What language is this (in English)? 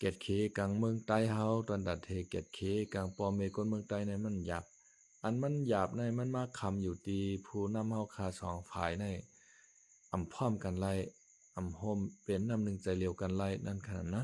Shan